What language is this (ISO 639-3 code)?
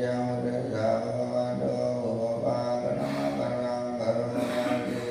pli